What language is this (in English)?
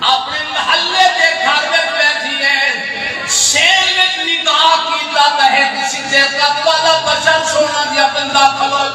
Saraiki